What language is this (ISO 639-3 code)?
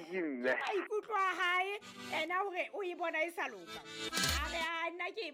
sot